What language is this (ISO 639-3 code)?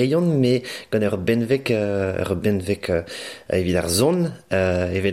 bre